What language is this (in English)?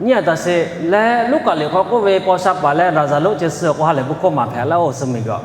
Lahu